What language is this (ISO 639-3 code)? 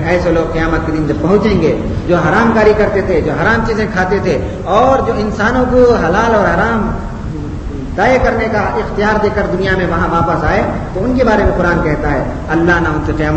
urd